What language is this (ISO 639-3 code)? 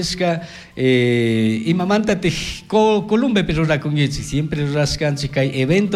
qug